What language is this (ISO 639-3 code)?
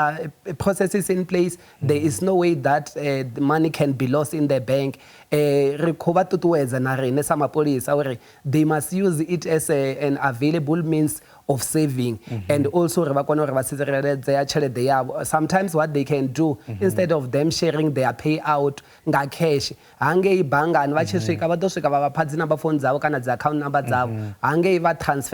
ven